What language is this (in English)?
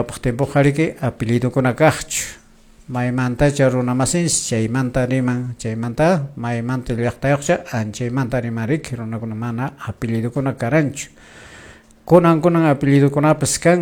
Quechua